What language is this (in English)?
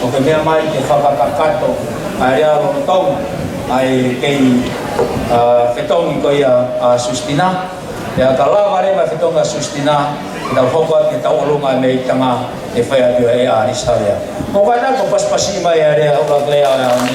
Tongan